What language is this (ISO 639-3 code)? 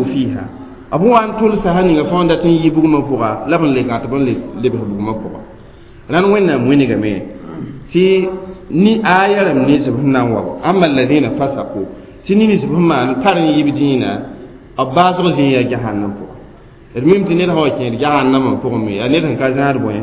mos